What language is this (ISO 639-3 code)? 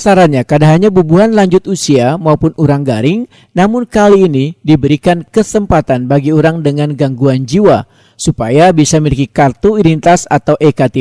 bjn